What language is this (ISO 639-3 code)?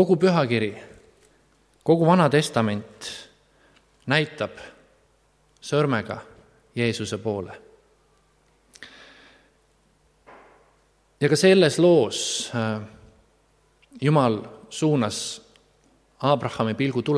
est